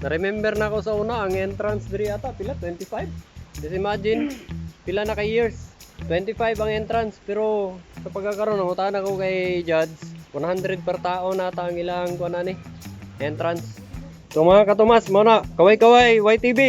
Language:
Cebuano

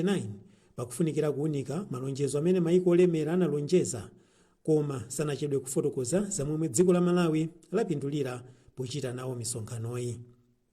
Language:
Nyanja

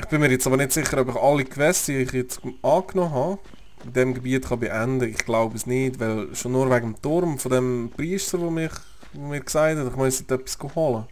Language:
Swiss German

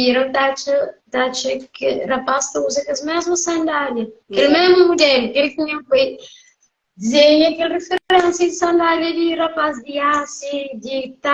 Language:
Kabuverdianu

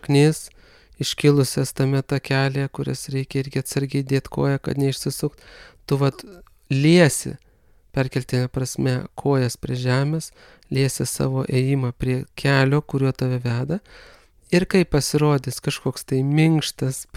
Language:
Lithuanian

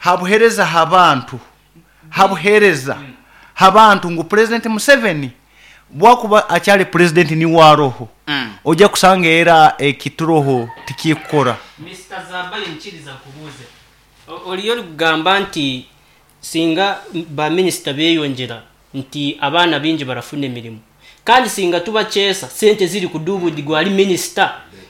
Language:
Nyoro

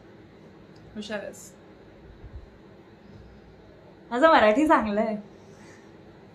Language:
Marathi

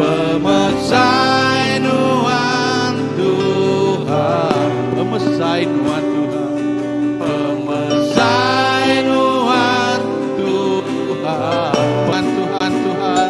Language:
Iban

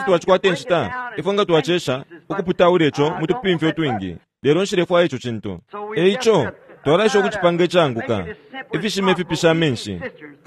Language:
Bemba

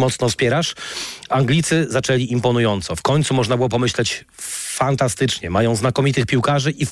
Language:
Polish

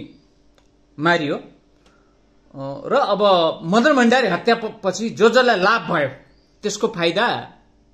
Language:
Nepali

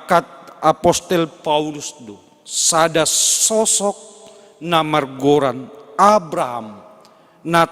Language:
Batak Simalungun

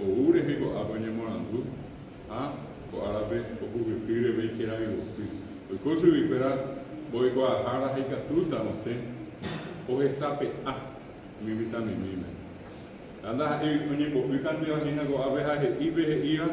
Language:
Guarani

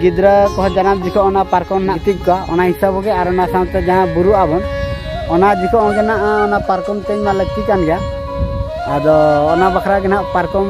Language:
Santali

